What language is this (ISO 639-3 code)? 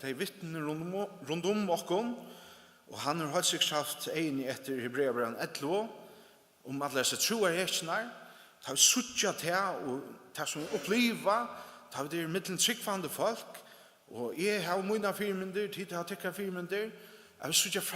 fao